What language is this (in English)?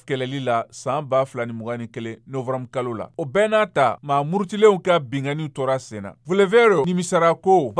Bambara